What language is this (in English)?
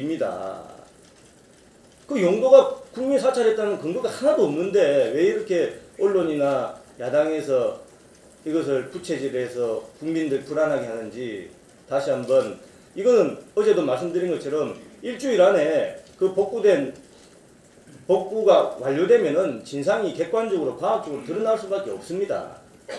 Korean